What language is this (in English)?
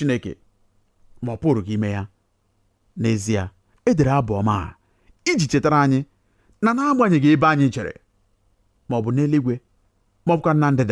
Igbo